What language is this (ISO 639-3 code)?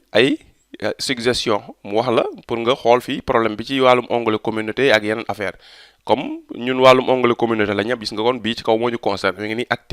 wol